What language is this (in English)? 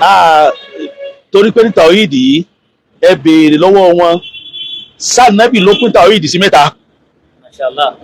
Yoruba